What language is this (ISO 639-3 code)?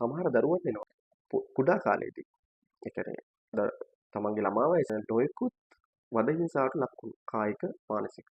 sin